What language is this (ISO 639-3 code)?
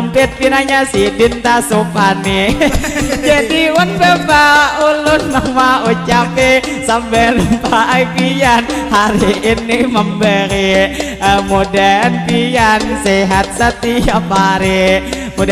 bjn